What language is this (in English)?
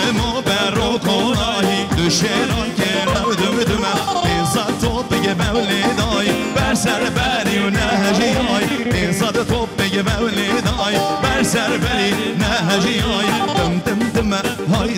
Kurdish